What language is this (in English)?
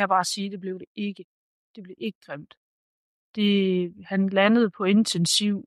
Danish